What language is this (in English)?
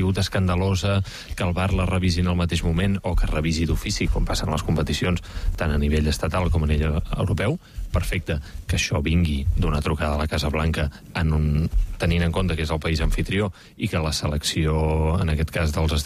Catalan